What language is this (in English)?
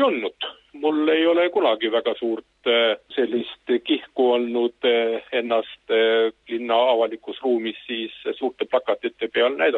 Estonian